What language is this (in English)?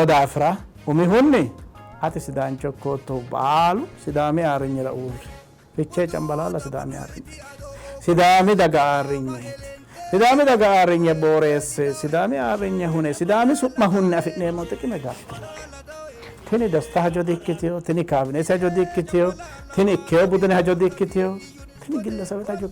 Sidamo